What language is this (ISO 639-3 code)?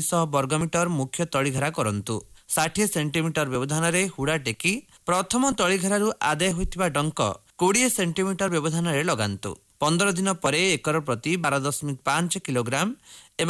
ori